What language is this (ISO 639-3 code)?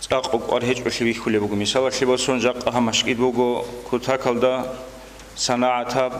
ava